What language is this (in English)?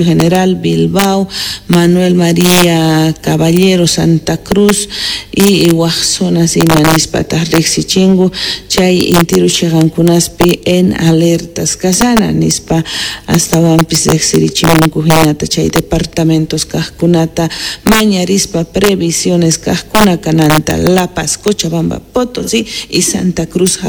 Quechua